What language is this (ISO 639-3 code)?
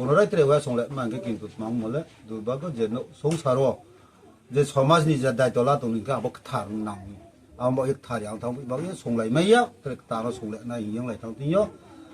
ria